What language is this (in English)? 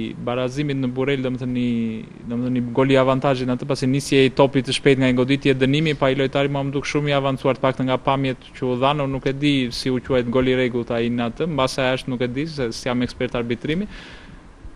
Albanian